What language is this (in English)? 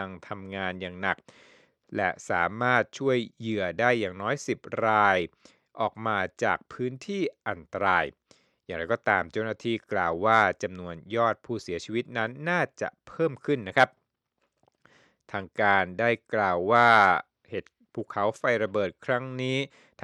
Thai